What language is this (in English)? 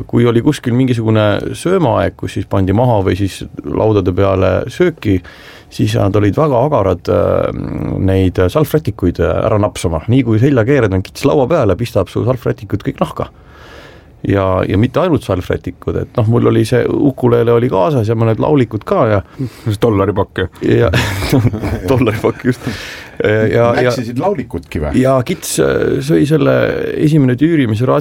Estonian